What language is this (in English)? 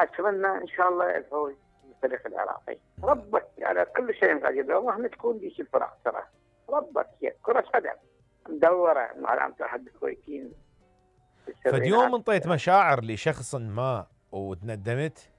Mesopotamian Arabic